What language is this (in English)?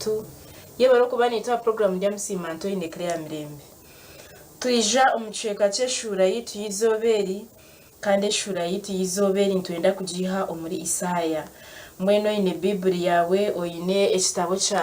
Nyankole